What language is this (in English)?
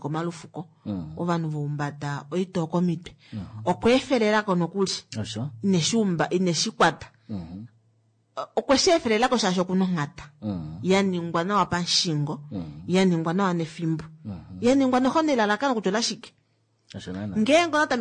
Kuanyama